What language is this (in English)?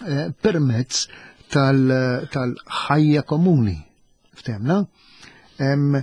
Maltese